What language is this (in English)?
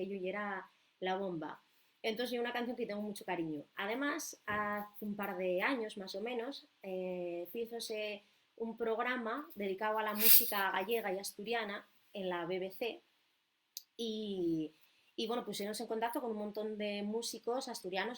Asturian